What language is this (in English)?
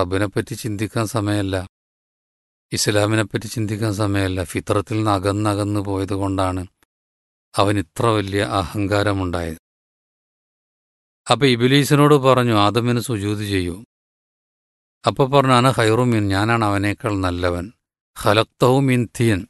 Malayalam